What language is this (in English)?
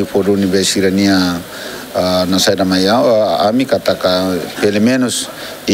Tetum